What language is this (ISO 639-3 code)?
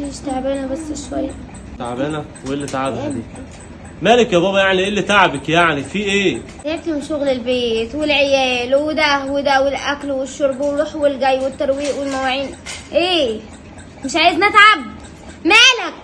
arz